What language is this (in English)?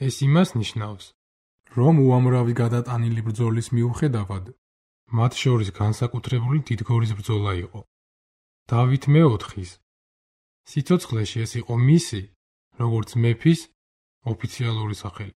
Georgian